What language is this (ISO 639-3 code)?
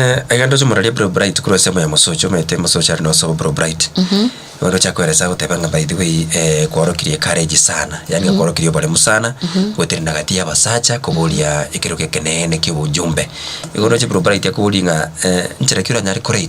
guz